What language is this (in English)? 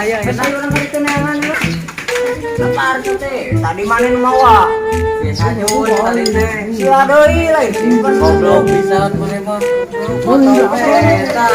Sundanese